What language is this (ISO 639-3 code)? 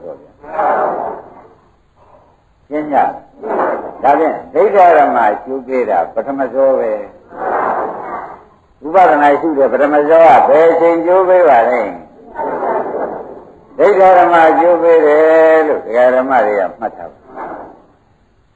mya